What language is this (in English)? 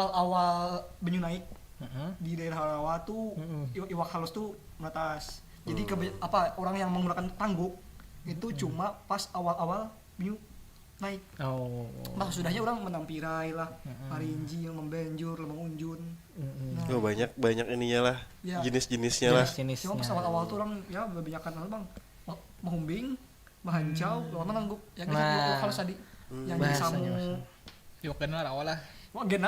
Banjar